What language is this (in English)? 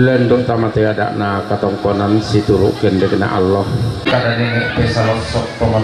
Toraja-Sa'dan